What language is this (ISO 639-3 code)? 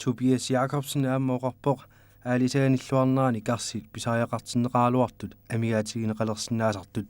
kal